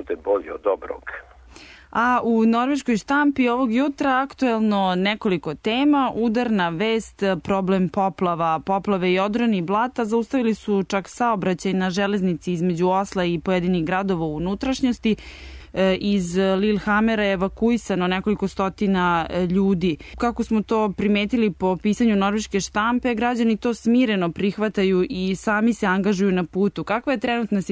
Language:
Serbian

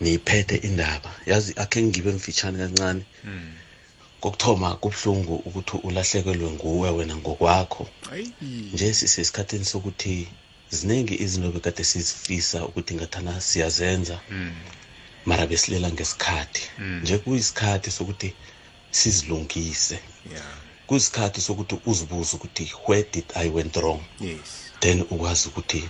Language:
South Ndebele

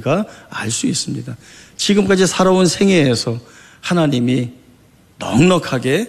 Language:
Korean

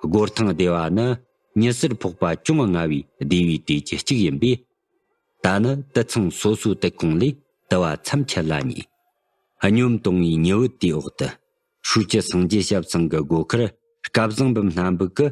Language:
Tibetan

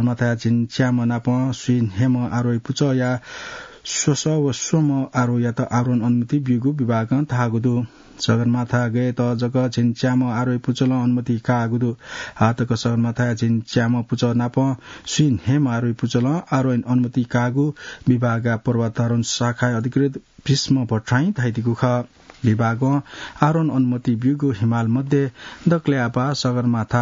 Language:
Newari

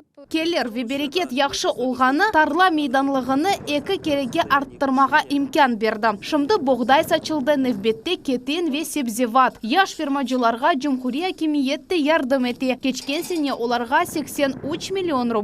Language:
Crimean Tatar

